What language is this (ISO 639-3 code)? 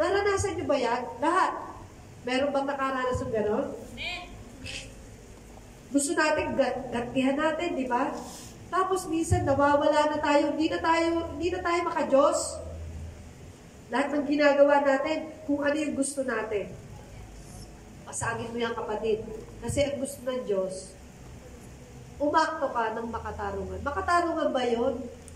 fil